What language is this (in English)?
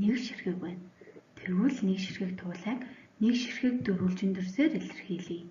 Mongolian